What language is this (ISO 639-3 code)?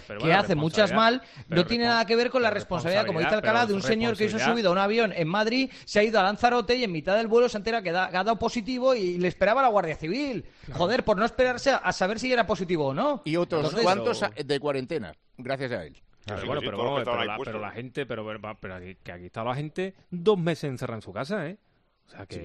spa